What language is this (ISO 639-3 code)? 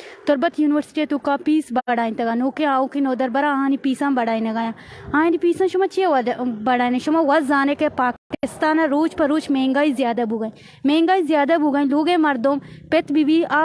bal